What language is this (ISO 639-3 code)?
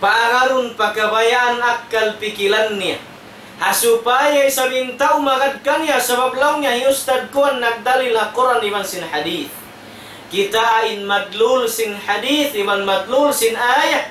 tsg